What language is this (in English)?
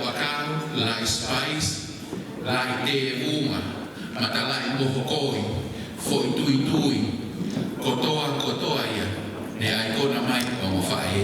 Tongan